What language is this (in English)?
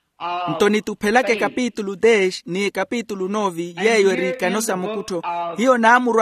Makhuwa